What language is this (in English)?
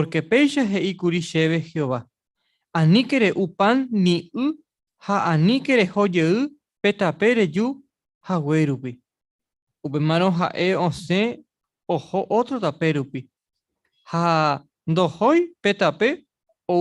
Guarani